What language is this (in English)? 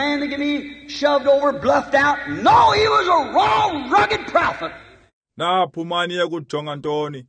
Xhosa